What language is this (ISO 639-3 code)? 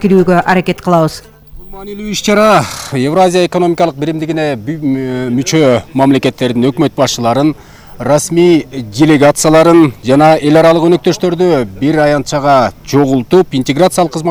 kir